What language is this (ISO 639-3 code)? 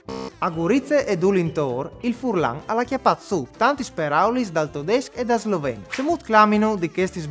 fur